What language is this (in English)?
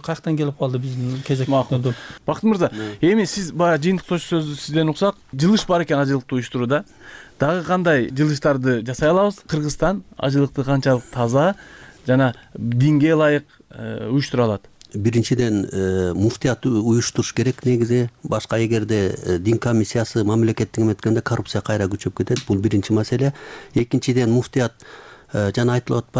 Kyrgyz